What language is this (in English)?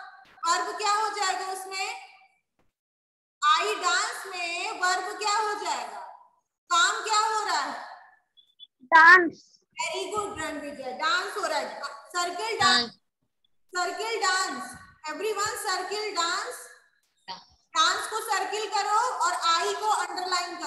Hindi